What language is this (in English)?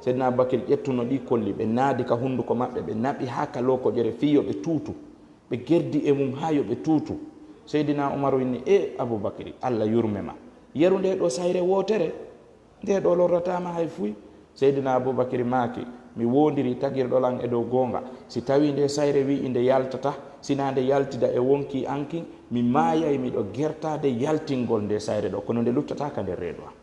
Fula